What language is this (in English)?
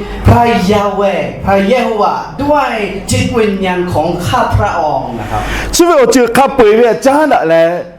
Lahu